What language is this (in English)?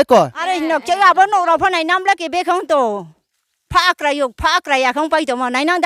Riang (India)